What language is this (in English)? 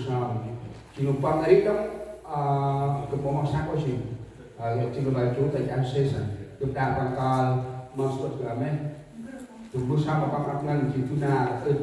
Central Mnong